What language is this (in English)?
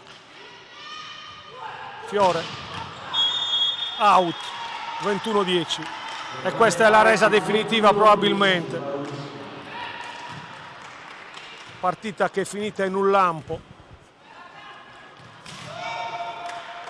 Italian